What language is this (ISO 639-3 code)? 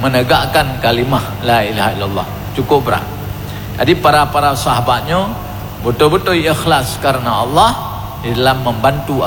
ace